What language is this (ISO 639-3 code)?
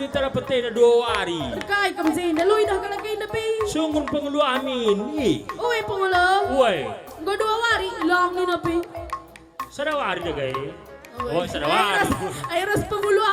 btx